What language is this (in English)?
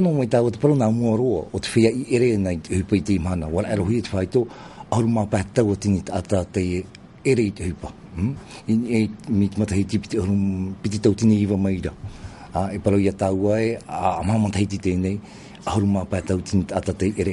Tahitian